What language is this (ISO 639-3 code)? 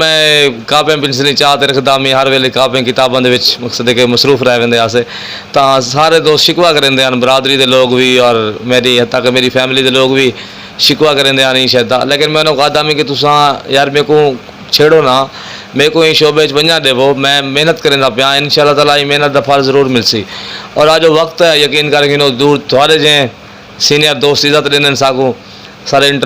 skr